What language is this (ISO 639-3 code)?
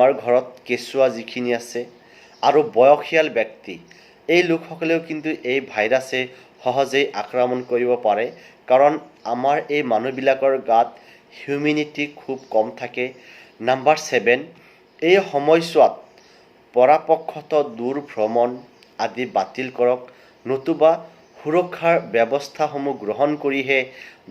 asm